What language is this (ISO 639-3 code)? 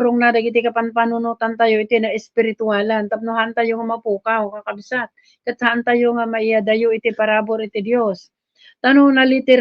ilo